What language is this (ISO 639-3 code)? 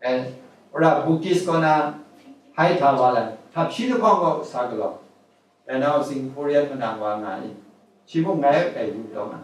kac